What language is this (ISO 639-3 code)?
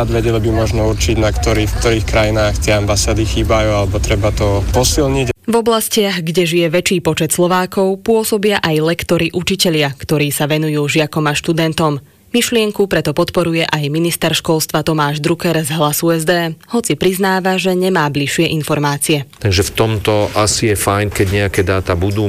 slk